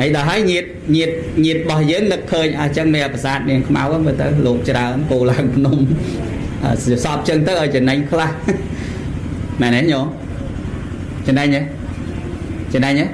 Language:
Khmer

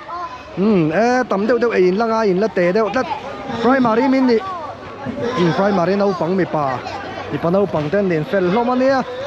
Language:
Mizo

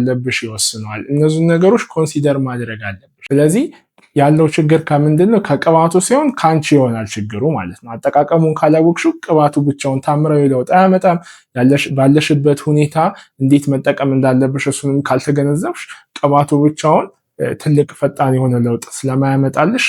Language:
Amharic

